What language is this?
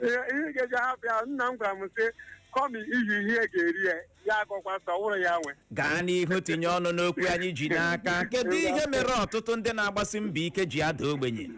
Igbo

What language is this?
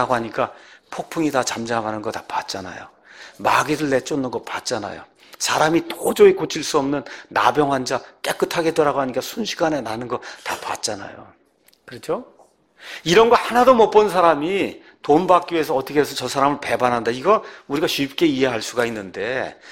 Korean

